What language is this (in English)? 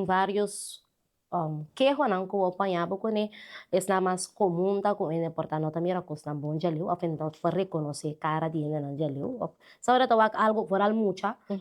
Papiamento